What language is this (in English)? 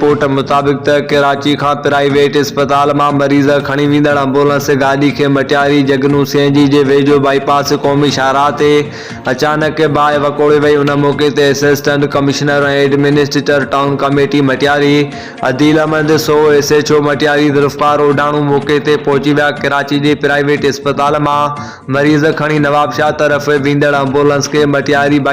Sindhi